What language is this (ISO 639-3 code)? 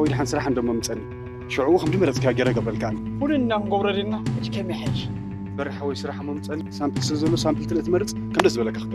tir